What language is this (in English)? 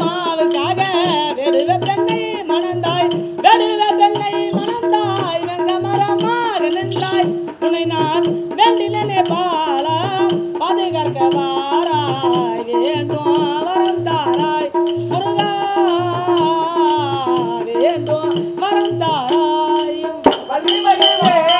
Tamil